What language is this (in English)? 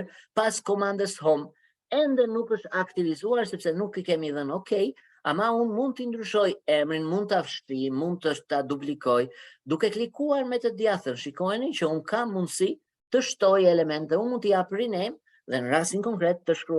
Albanian